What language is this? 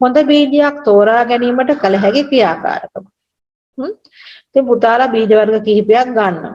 Sinhala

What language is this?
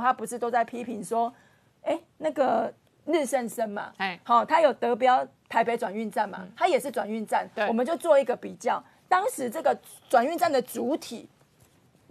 Chinese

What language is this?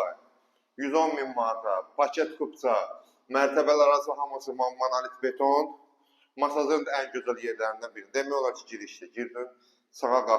Azerbaijani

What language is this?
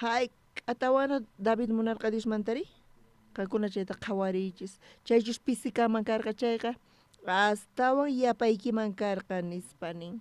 South Bolivian Quechua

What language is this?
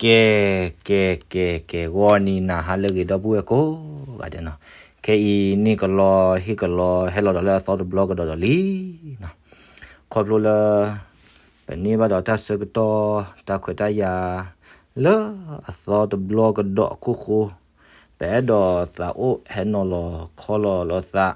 S'gaw Karen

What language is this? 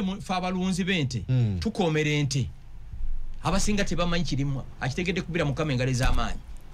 Ganda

